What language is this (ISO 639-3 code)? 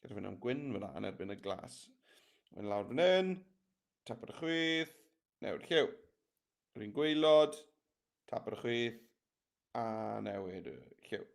cym